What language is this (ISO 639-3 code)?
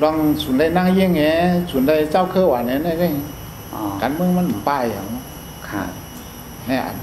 shn